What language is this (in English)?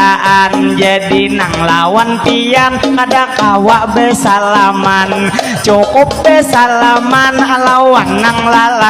Banjar